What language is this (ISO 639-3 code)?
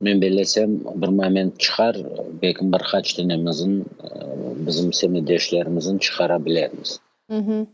crh